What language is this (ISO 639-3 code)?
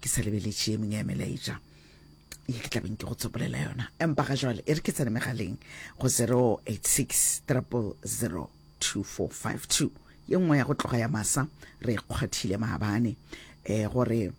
nso